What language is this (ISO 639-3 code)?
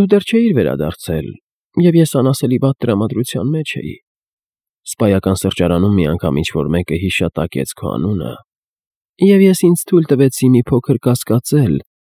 hye